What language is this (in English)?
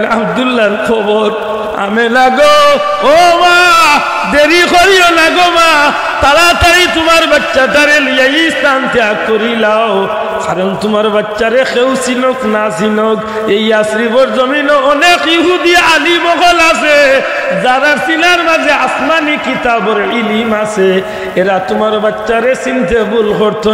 Sylheti